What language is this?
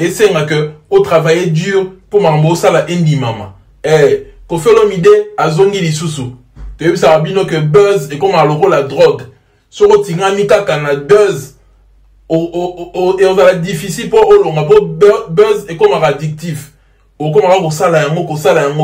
Lingala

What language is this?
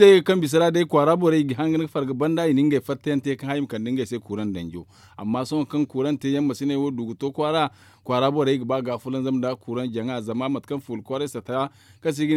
Zarma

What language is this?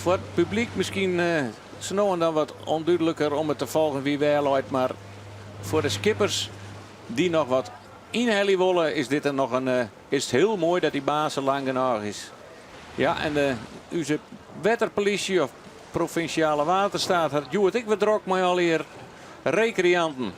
Western Frisian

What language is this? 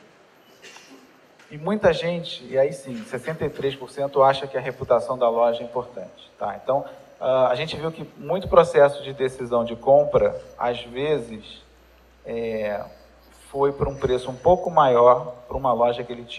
Portuguese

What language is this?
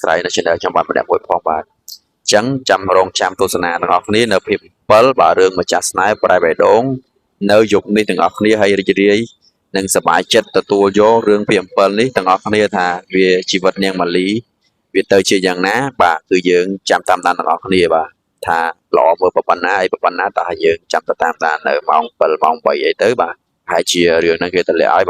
Khmer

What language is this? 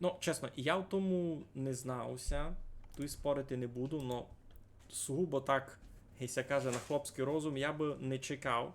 Rusyn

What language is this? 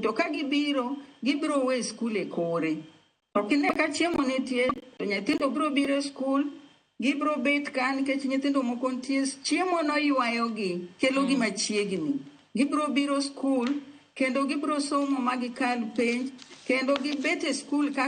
Luo (Kenya and Tanzania)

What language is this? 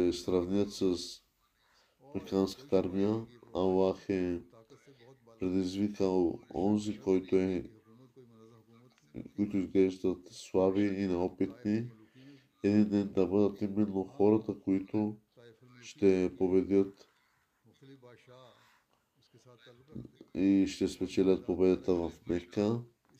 Bulgarian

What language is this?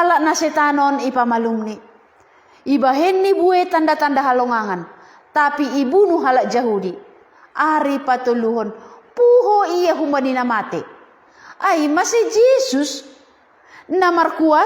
Batak Simalungun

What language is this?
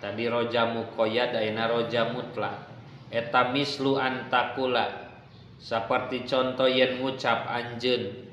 Sundanese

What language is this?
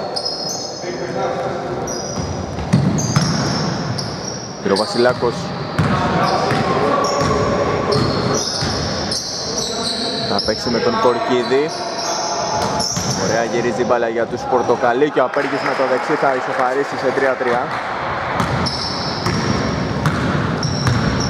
Greek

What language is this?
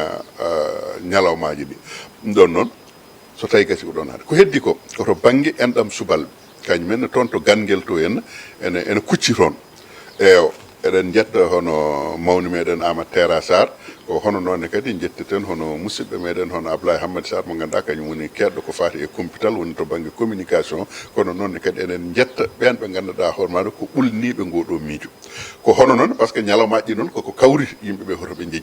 Fula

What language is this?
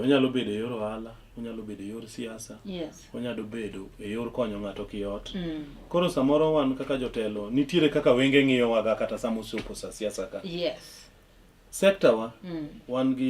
Luo (Kenya and Tanzania)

